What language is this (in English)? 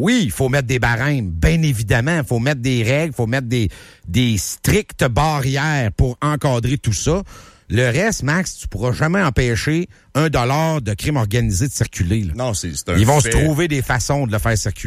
French